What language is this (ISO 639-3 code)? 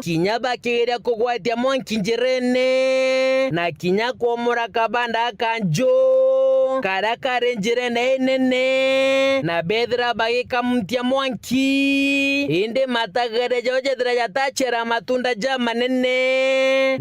mer